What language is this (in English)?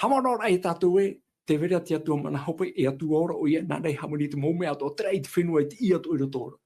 Tahitian